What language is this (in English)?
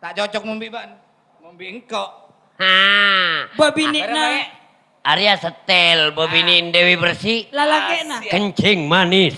Madurese